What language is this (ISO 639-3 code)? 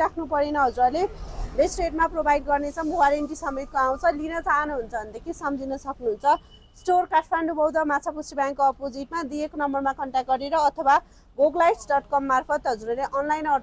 nep